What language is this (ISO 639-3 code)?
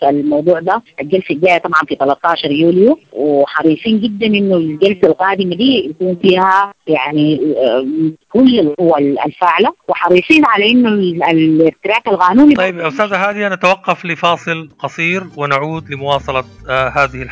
apd